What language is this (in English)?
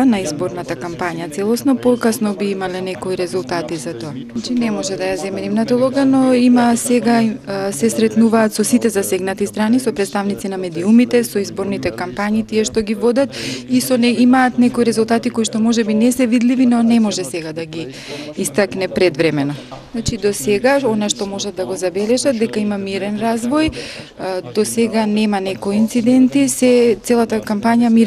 Macedonian